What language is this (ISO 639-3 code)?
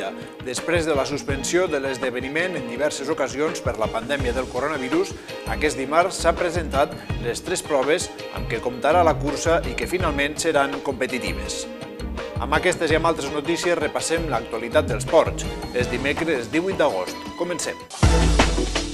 cat